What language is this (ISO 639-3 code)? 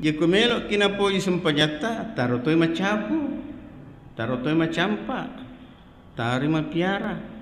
bug